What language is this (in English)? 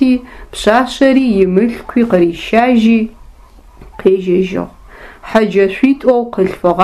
Adyghe